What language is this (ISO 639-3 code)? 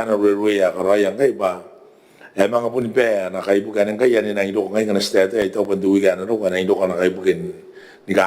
gil